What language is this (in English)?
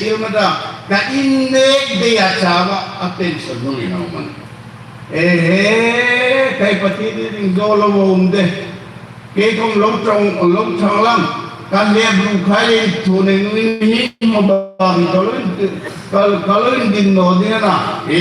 Hmar